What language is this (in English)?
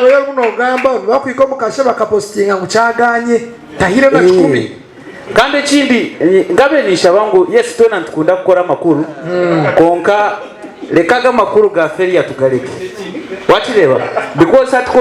Nyankole